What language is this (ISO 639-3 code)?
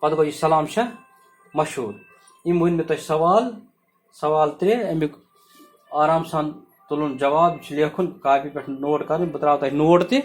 kas